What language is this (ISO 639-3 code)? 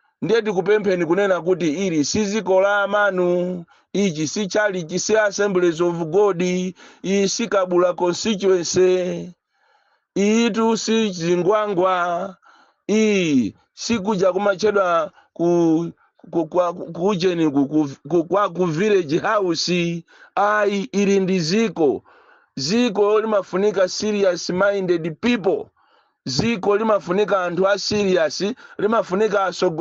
nya